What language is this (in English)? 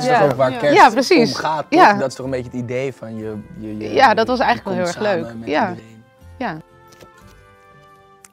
Dutch